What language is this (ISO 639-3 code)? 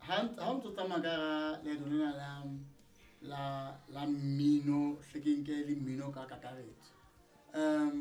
sot